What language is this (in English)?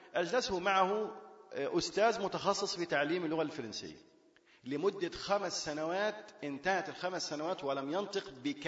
Arabic